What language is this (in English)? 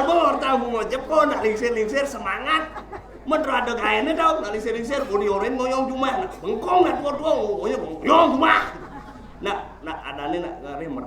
Balinese